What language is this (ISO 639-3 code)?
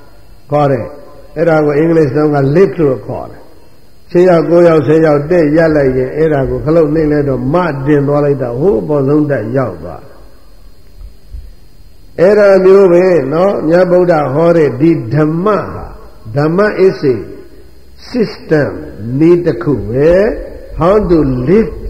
mya